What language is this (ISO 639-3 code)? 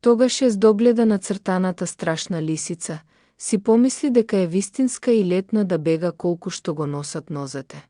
mkd